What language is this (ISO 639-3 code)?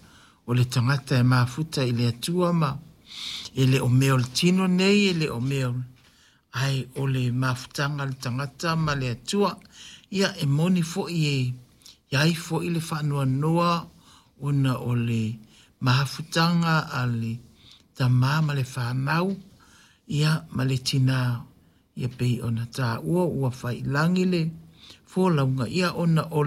smo